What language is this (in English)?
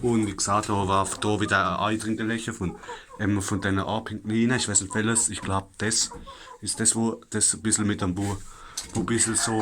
Palatine German